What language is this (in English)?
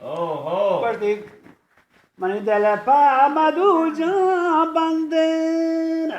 Eastern Balochi